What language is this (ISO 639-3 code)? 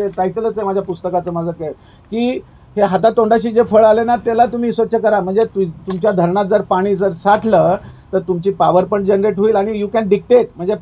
mar